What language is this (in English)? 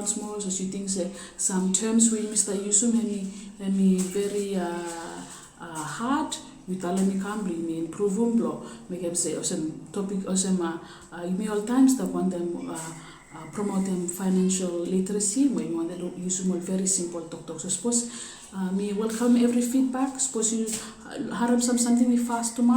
Bislama